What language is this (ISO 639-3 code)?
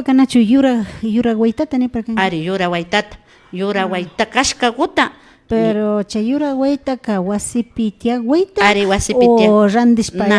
qvi